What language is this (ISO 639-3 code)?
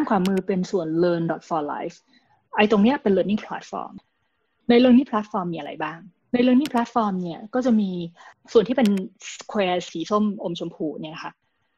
tha